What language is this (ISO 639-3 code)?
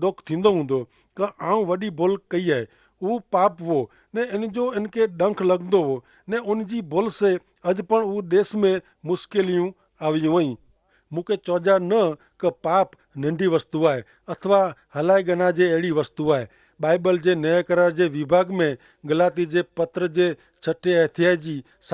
kfr